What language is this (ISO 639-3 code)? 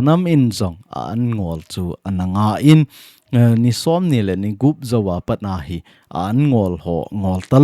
tcz